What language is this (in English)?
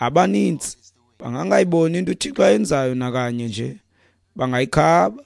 Xhosa